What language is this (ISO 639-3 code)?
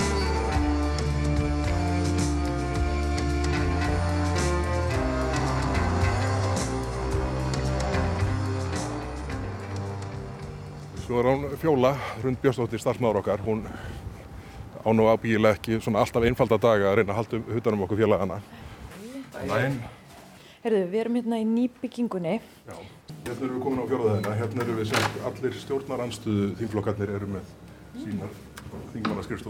isl